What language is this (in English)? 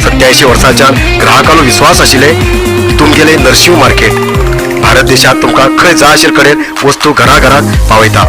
Konkani